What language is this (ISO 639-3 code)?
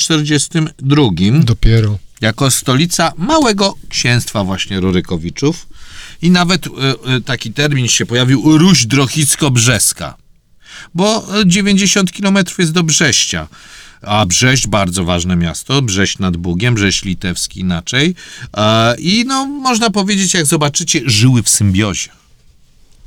pol